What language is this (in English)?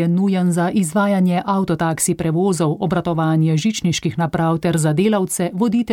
Slovenian